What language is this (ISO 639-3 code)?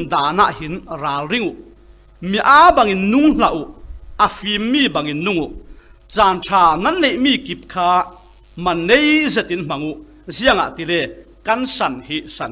cfm